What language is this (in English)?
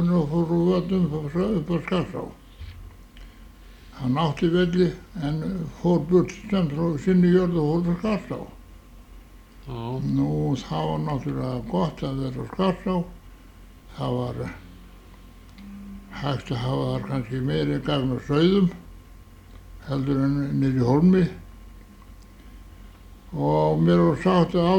Icelandic